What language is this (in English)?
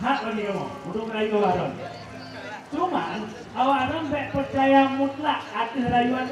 Achinese